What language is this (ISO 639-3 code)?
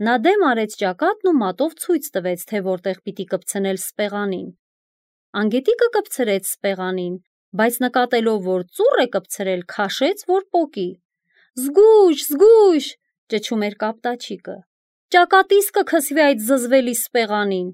hye